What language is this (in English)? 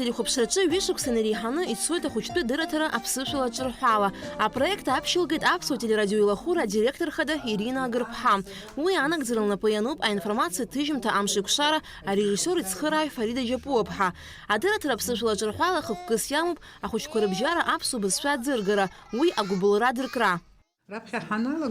Abkhazian